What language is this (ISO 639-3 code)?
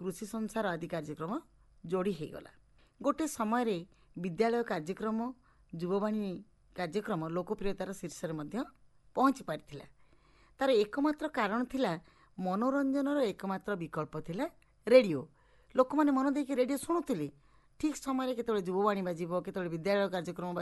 ori